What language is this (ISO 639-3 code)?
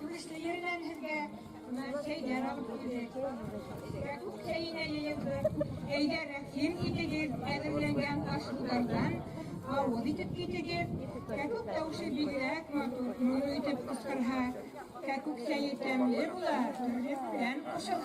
bak